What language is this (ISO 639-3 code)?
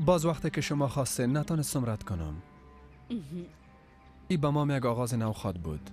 fas